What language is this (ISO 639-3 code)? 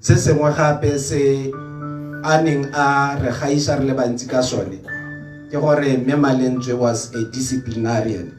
tsn